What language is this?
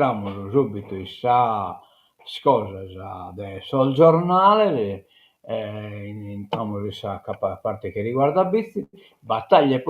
Sardinian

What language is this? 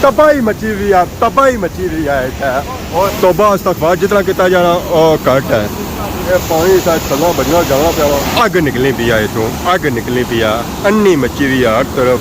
Pahari-Potwari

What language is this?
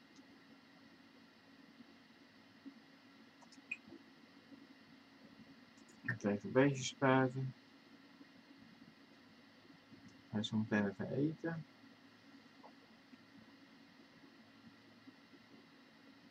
Dutch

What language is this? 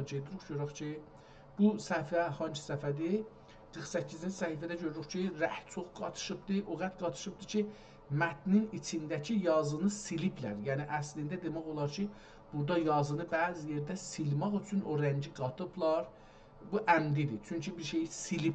South Azerbaijani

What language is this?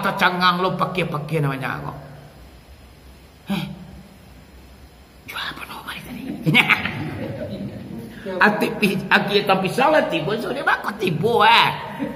Minangkabau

